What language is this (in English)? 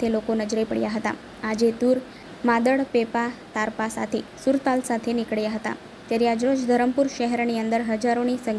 Gujarati